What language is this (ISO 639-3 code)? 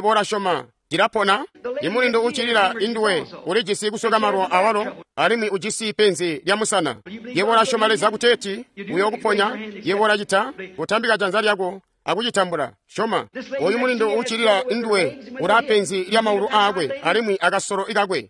toi